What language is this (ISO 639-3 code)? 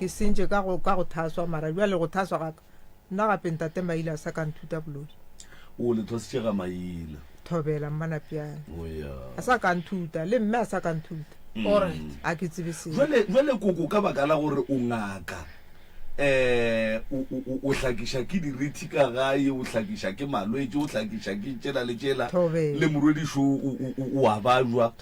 nso